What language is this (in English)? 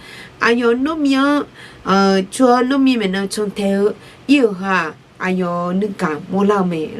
Akha